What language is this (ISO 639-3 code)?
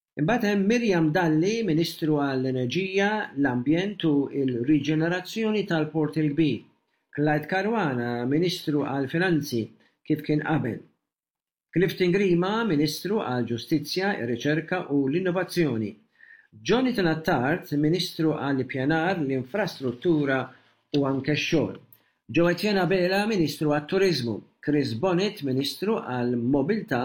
mlt